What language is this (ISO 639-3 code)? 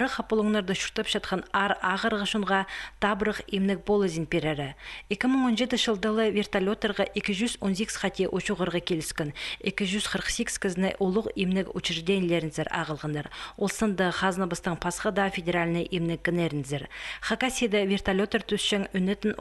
kjh